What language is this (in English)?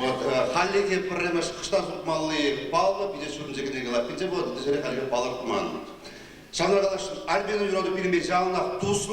Chuvash